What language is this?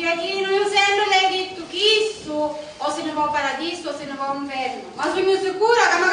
Sicilian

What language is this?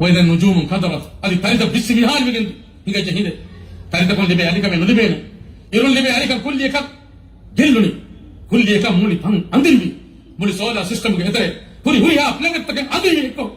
Divehi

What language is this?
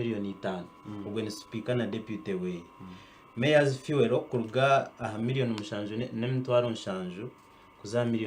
Nyankole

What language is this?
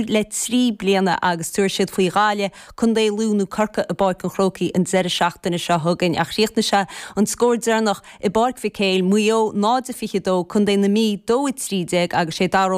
Irish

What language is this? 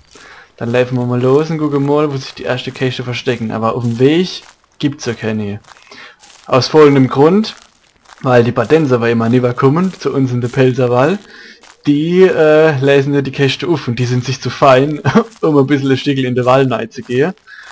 Palatine German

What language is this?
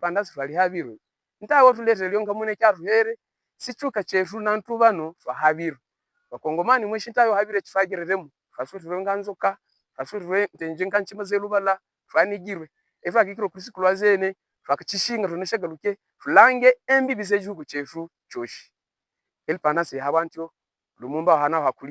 Havu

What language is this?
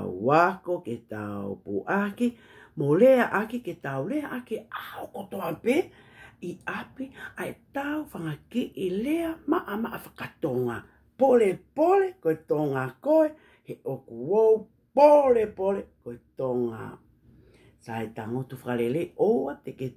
Tongan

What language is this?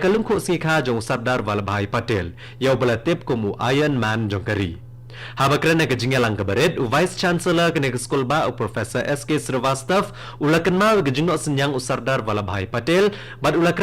Khasi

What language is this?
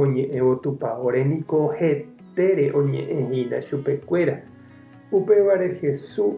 Guarani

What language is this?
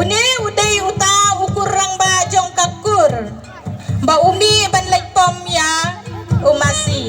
Khasi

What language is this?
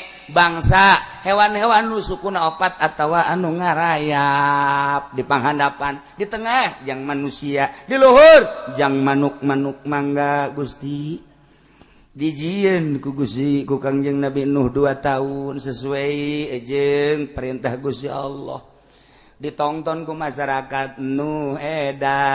Sundanese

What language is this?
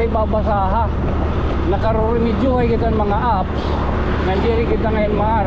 Waray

